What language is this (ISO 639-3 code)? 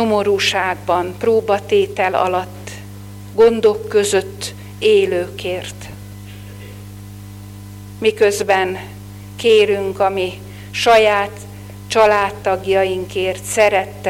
hun